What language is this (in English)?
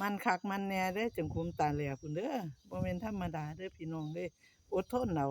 Northeastern Thai